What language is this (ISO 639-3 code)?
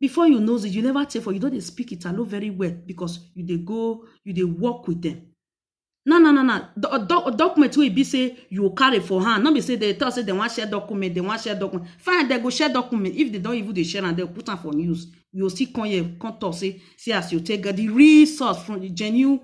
pcm